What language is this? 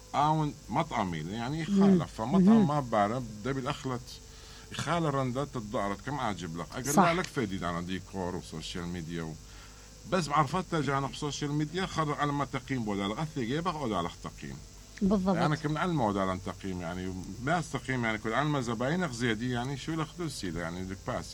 Mesopotamian Arabic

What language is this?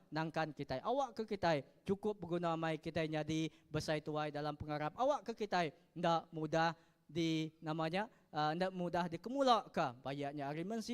Iban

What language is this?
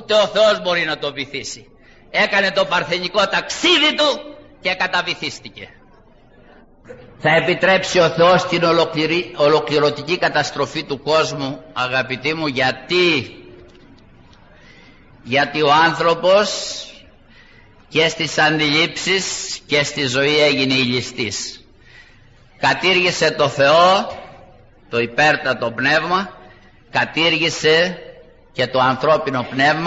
Greek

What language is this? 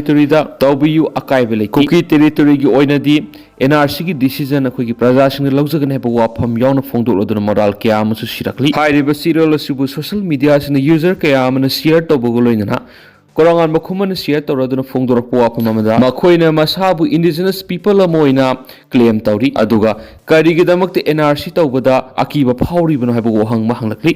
Manipuri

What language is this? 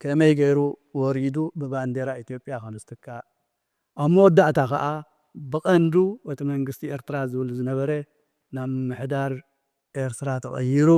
Tigrinya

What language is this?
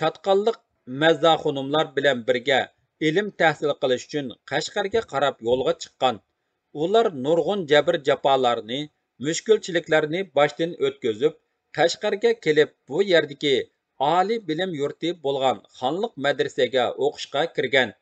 Uyghur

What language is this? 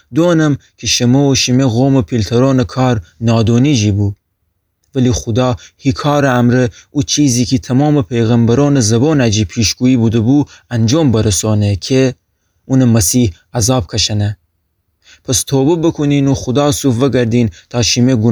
Gilaki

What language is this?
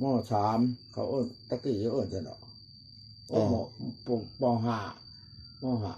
Lao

